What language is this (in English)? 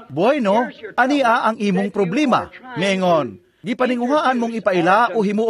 Cebuano